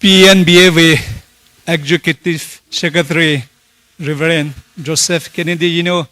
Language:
Poumei Naga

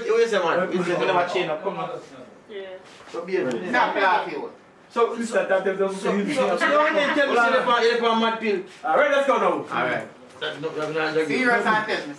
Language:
Jamaican Creole English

